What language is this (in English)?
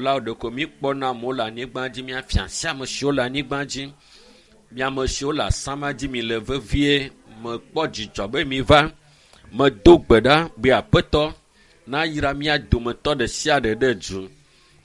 Ewe